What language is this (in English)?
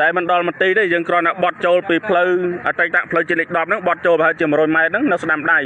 Khmer